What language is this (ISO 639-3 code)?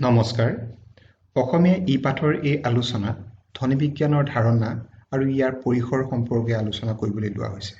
asm